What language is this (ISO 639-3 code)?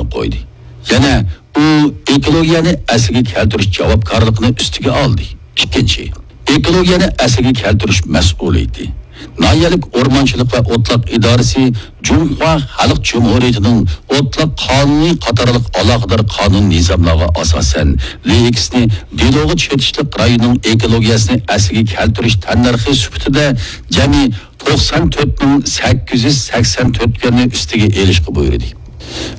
uig